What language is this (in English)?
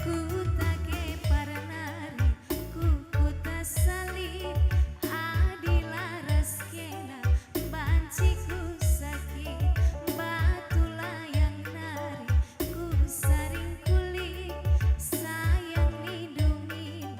Batak Karo